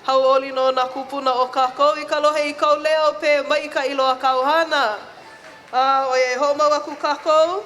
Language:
Hawaiian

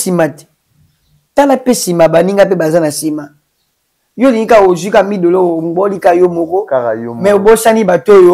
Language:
Lingala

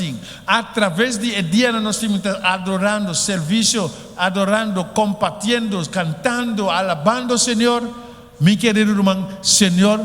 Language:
Papiamento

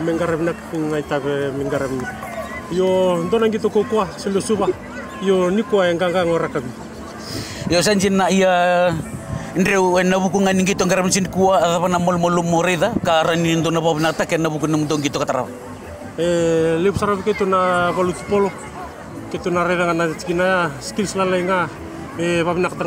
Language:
Fijian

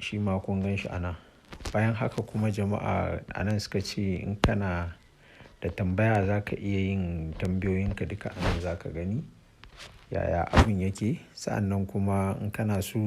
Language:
Hausa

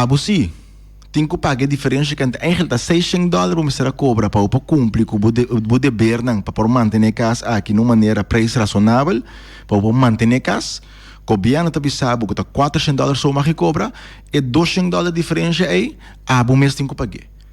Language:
Papiamento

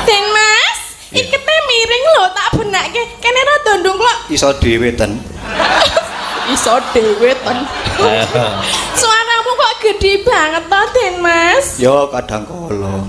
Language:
Javanese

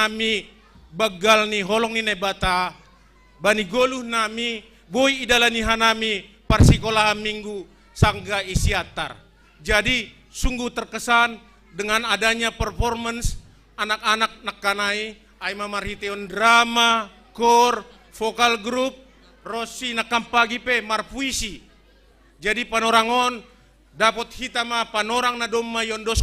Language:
Batak Simalungun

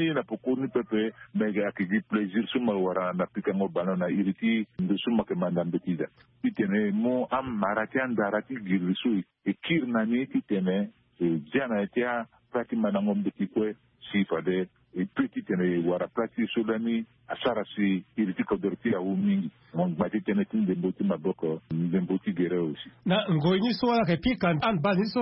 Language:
Sango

